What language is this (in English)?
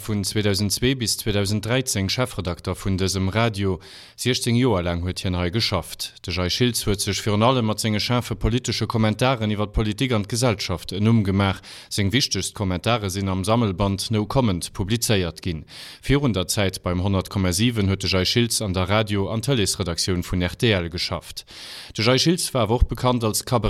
Luxembourgish